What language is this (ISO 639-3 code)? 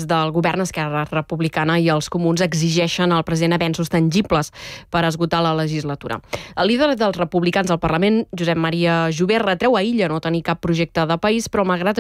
cat